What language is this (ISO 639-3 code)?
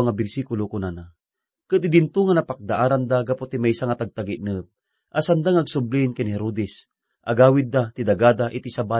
ilo